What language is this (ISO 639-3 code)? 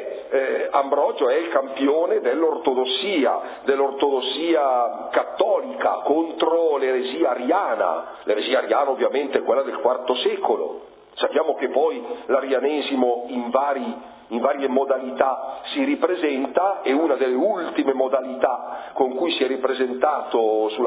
ita